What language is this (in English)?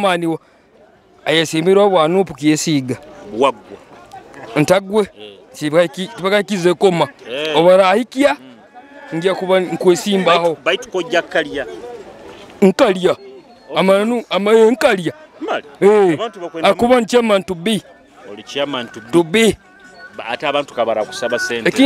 Nyoro